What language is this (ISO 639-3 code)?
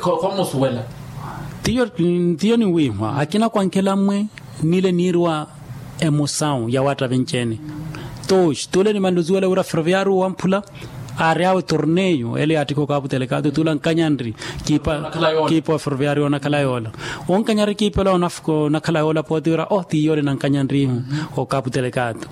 vmw